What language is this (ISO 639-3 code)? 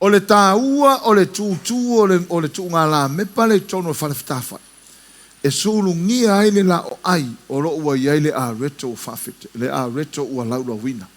smo